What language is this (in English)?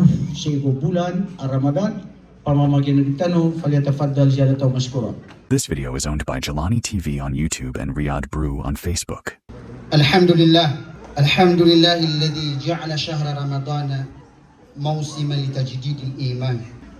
Maranao